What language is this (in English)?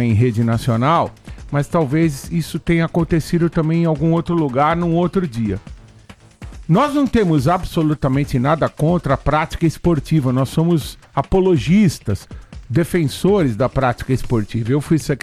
Portuguese